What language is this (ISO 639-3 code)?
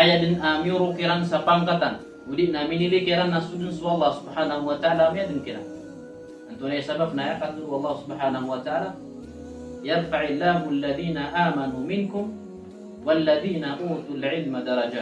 mrw